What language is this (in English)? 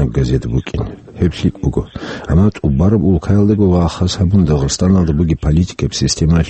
Avaric